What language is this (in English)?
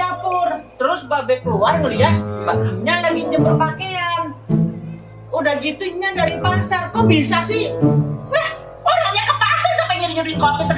Betawi